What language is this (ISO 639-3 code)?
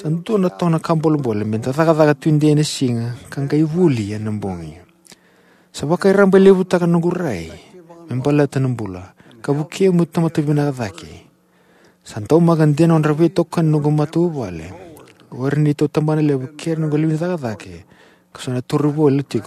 fij